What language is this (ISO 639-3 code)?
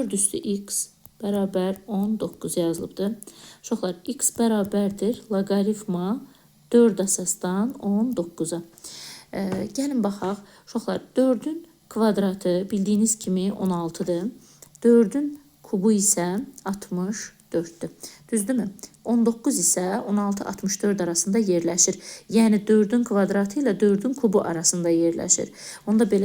aze